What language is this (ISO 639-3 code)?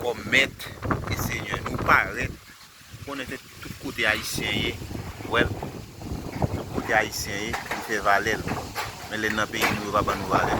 hat